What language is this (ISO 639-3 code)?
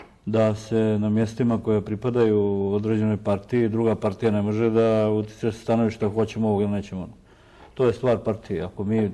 bos